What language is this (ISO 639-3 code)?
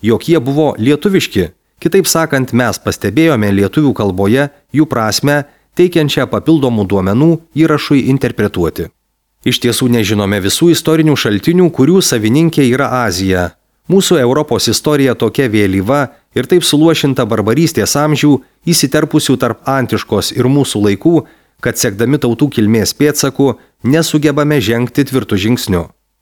lit